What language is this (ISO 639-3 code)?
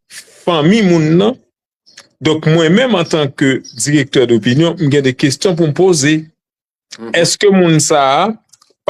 hat